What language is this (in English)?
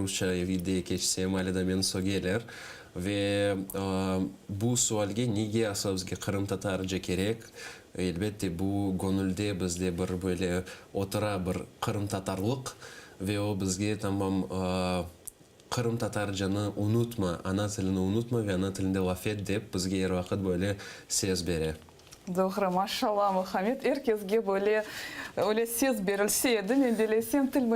Crimean Tatar